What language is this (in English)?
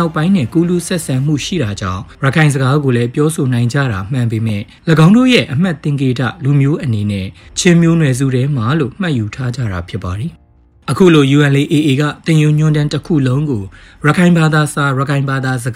Burmese